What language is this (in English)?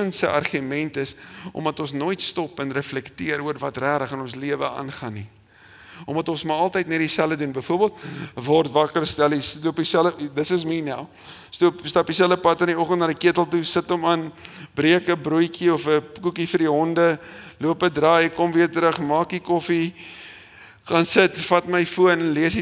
Afrikaans